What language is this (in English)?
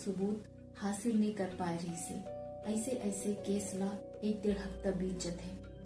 Chhattisgarhi